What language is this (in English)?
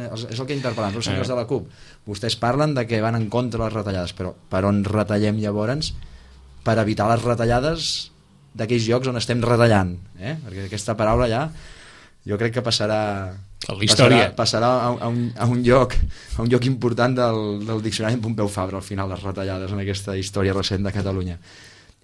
Catalan